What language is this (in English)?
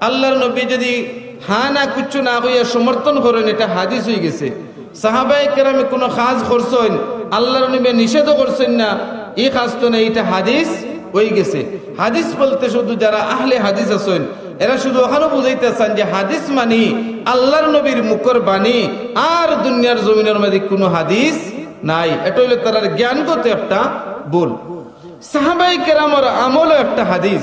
Sylheti